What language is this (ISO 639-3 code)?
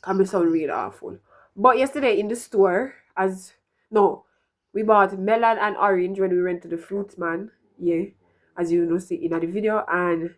jam